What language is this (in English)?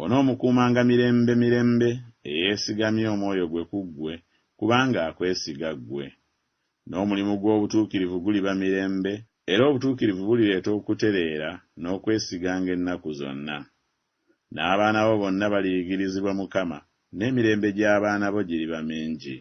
Ganda